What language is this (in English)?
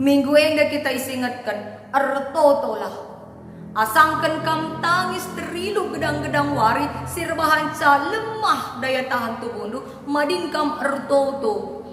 Batak Karo